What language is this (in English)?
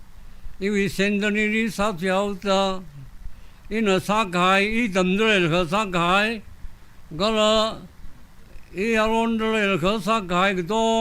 Tangkhul Naga (India)